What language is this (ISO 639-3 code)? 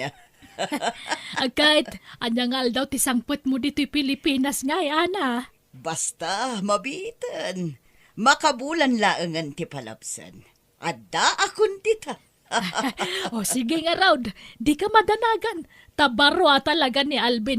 ilo